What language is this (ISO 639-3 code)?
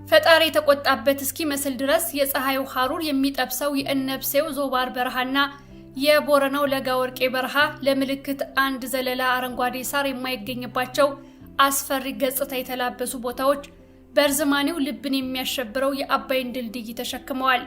amh